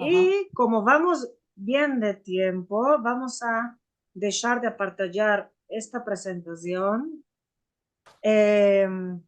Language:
Ladino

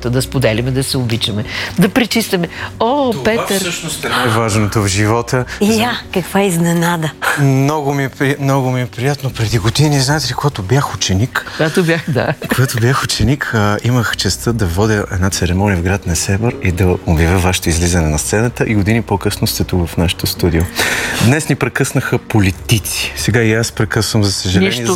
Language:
Bulgarian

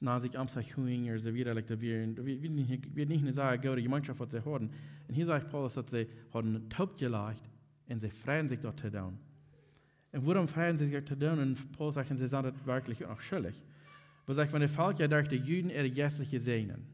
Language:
Plautdietsch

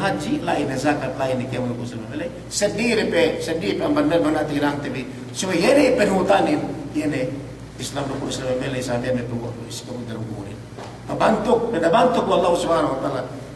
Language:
Yakan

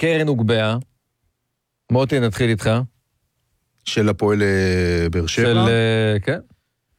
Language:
Hebrew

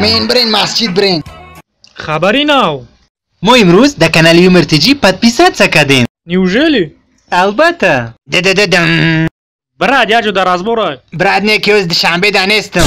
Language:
Tajik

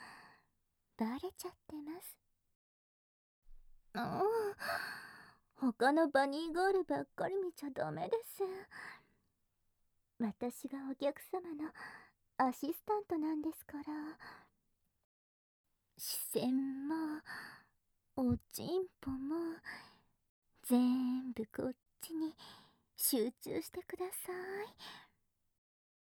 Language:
Japanese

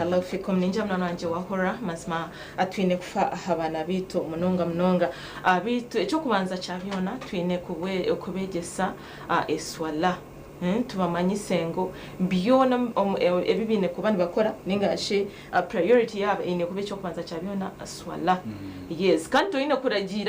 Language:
Nyankole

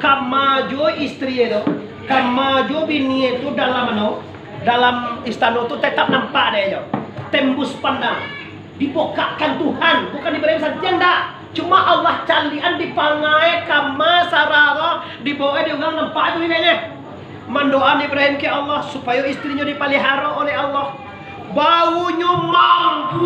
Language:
Minangkabau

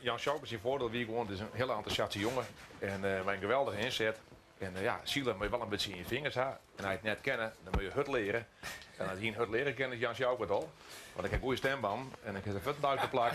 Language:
Western Frisian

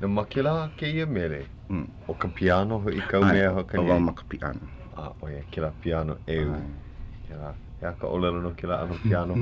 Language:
Hawaiian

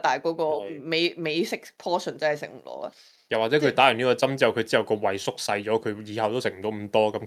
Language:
Cantonese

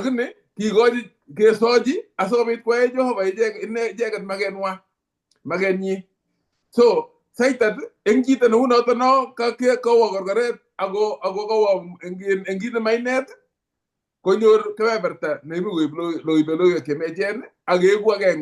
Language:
Kalenjin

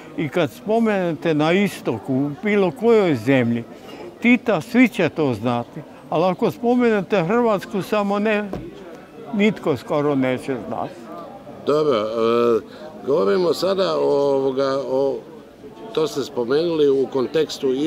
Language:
Croatian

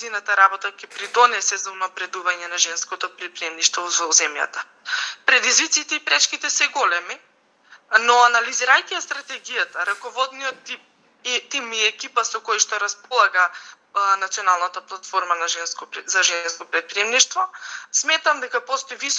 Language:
Macedonian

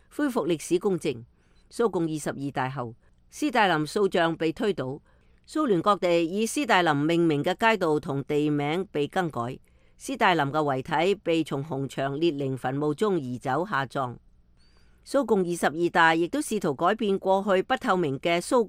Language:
Cantonese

